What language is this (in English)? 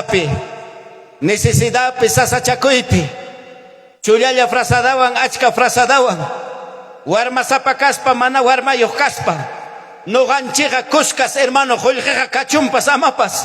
Ayacucho Quechua